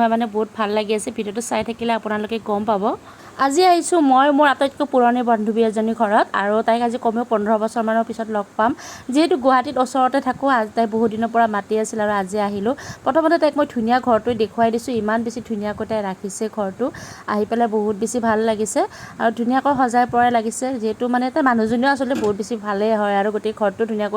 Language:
Assamese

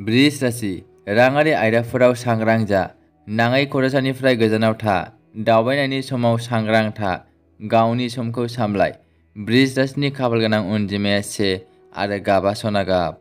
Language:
Bodo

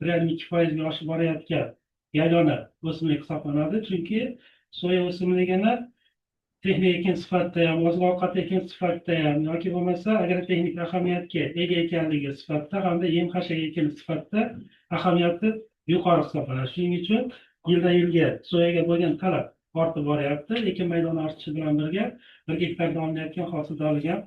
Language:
Uzbek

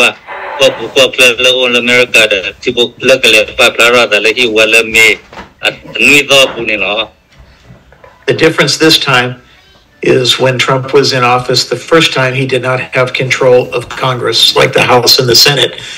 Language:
S'gaw Karen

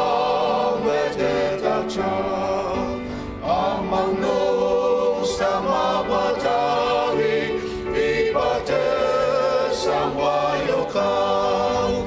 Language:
Ao Naga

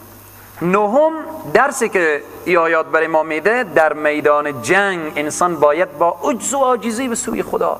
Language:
Persian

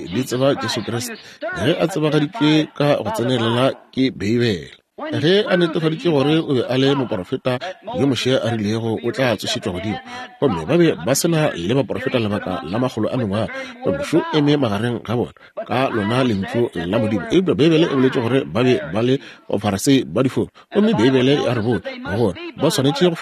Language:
Northern Sotho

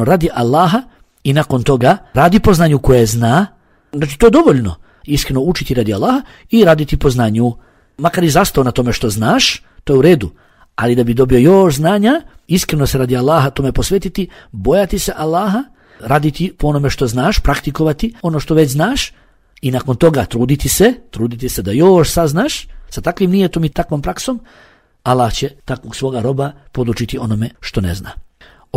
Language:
Bosnian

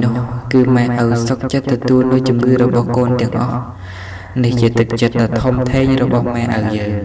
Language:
Khmer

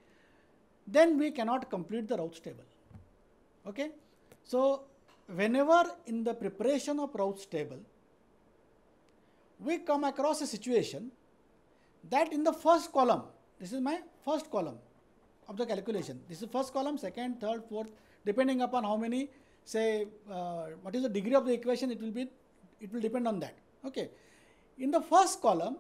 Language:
English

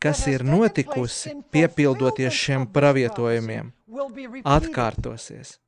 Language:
Latvian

